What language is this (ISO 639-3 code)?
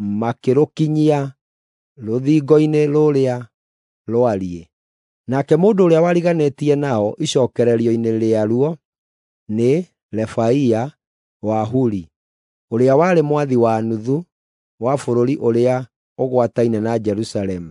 kik